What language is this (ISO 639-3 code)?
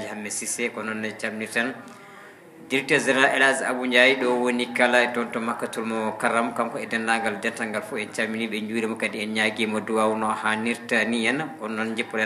ful